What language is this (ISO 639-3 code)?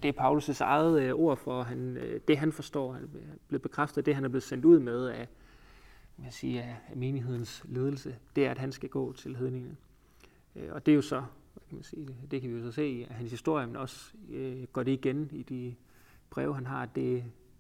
dan